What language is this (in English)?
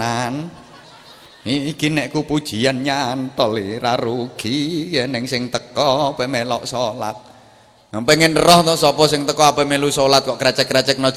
Javanese